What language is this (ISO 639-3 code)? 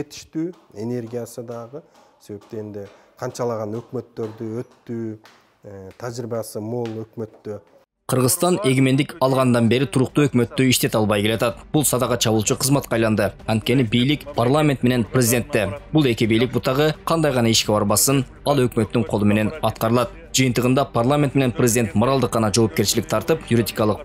kir